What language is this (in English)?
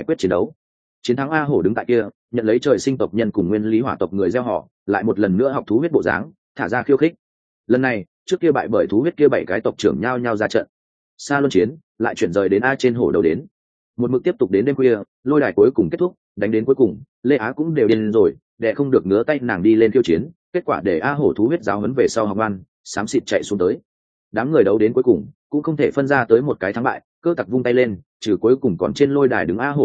Vietnamese